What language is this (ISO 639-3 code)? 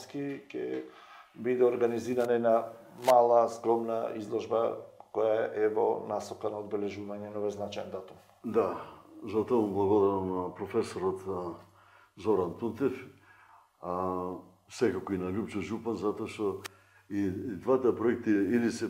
mkd